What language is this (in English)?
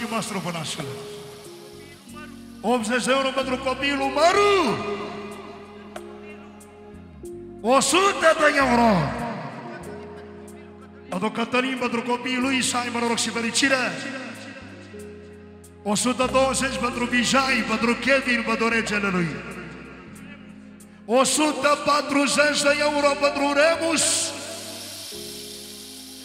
Romanian